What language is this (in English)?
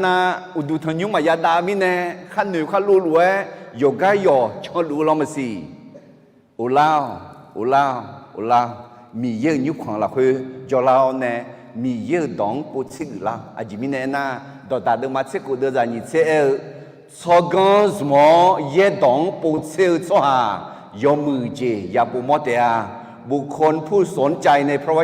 Akha